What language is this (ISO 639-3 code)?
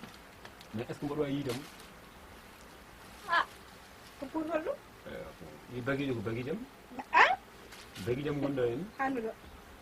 ful